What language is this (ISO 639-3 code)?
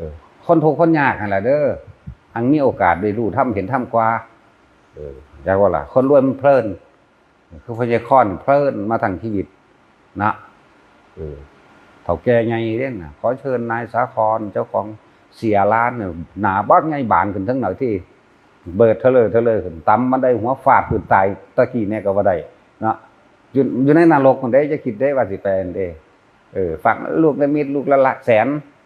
tts